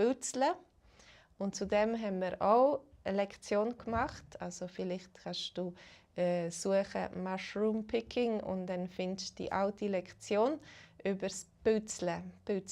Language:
Swiss German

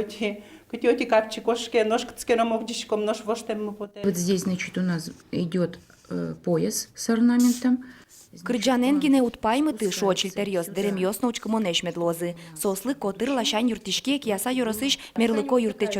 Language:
Udmurt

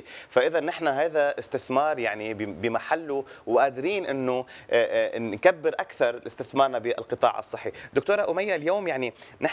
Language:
North Levantine Arabic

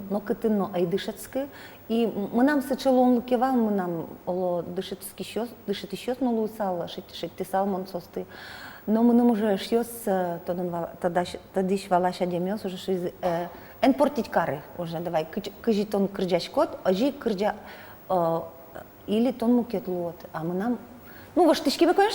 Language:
Udmurt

